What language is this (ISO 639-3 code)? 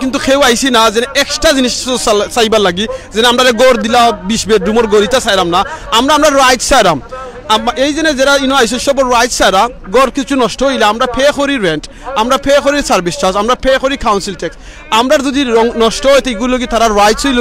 syl